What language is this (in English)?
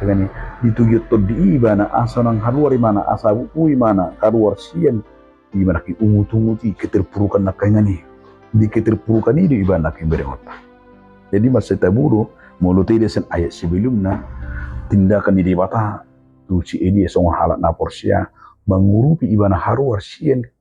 Batak Toba